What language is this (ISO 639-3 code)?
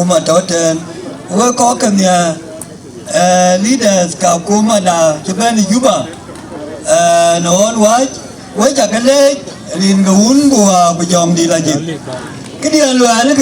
din